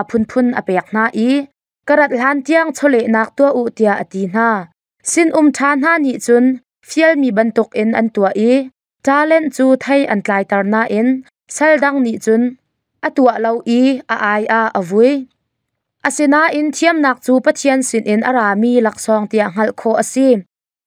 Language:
Hakha Chin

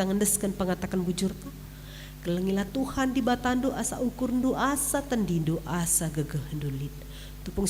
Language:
Batak Karo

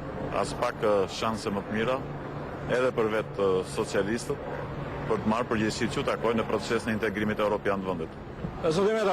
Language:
Albanian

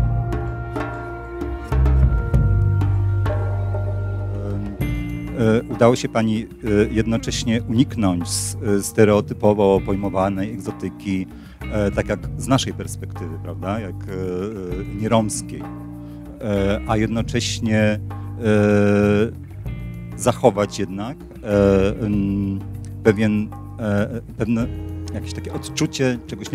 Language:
Polish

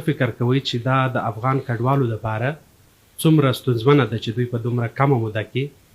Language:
Pashto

